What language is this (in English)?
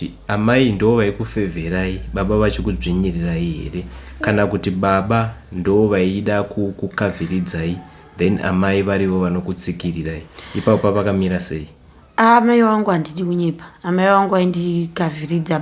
Shona